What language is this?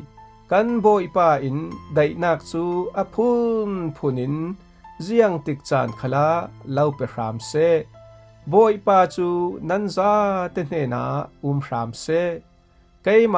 Falam Chin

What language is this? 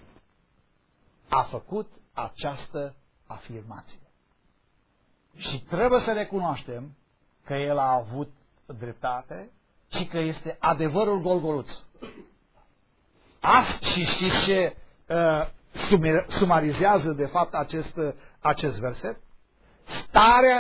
Romanian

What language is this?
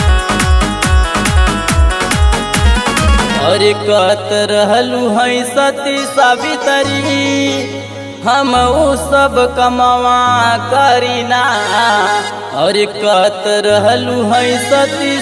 Bhojpuri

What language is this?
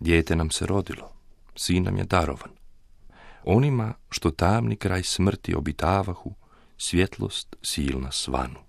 Croatian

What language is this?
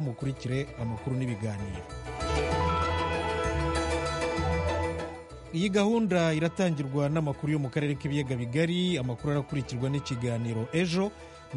Kinyarwanda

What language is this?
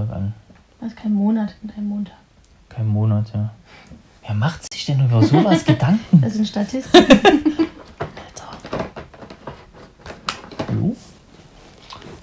German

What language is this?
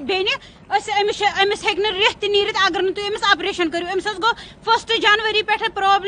Kashmiri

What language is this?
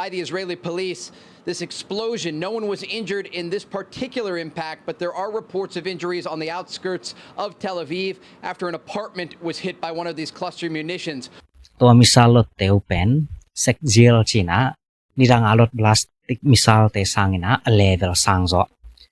Tedim Chin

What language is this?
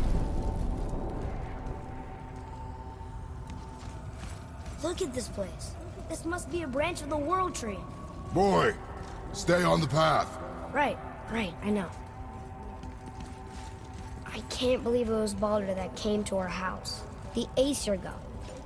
English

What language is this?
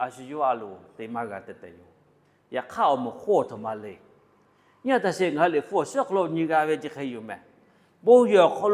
Lahu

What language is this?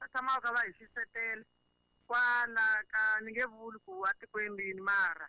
Tsonga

